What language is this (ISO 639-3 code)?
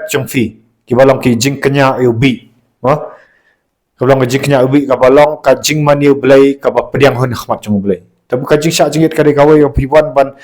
kha